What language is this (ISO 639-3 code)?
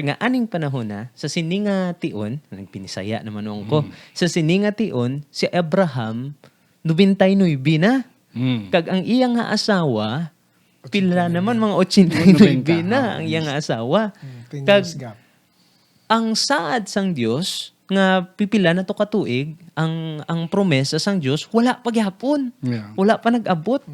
hil